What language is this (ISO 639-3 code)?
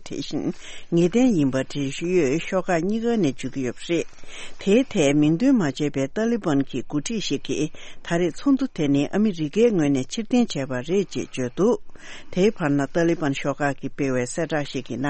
bod